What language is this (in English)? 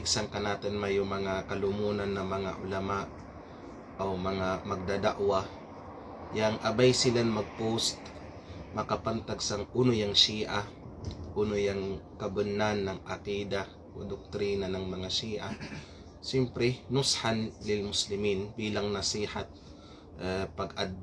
Kalagan